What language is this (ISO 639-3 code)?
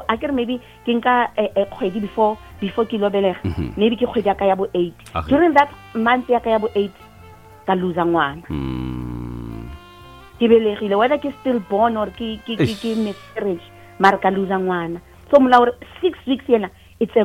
nso